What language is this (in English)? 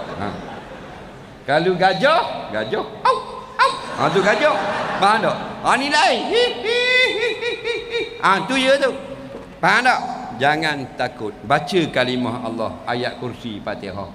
Malay